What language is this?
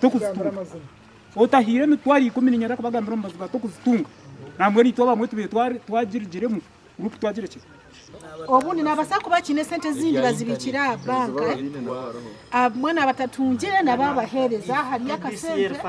Nyankole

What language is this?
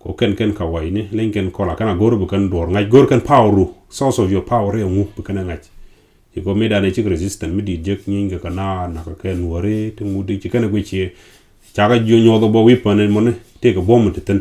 Nuer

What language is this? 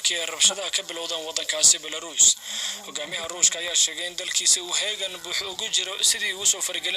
Somali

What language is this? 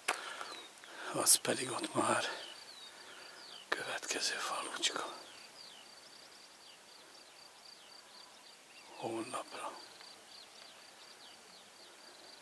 Hungarian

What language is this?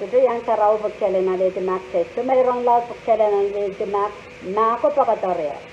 Pohnpeian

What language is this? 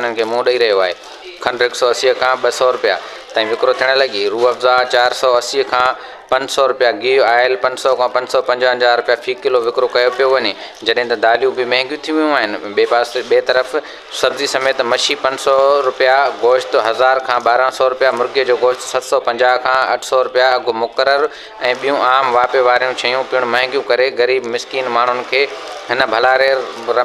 Sindhi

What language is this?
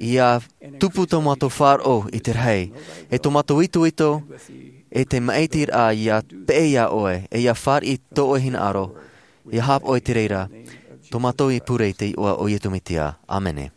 Tahitian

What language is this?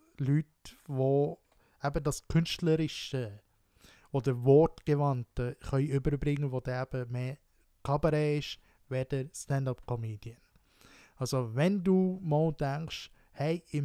Swiss German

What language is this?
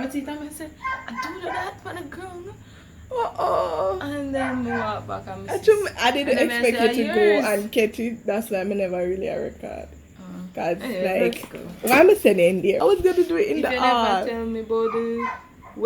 Jamaican Creole English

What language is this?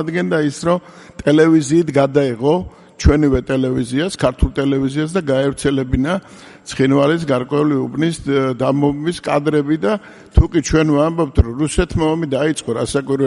Georgian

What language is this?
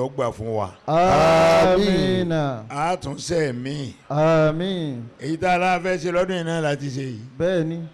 Yoruba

